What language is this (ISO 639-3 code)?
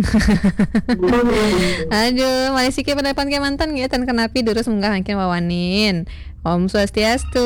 ban